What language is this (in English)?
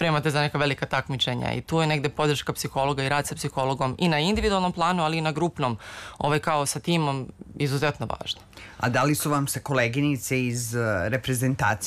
Serbian